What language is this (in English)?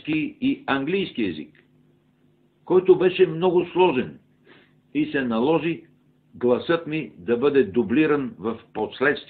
Bulgarian